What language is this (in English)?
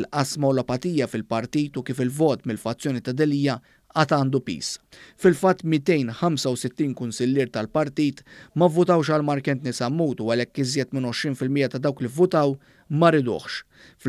Maltese